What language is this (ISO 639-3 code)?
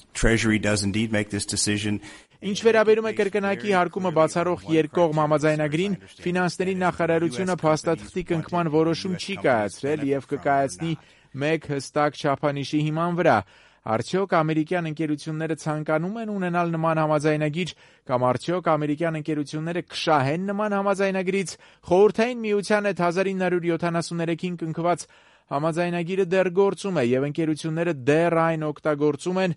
hye